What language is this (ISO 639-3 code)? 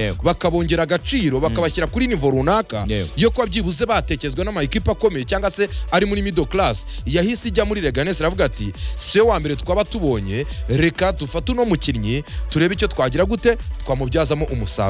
kin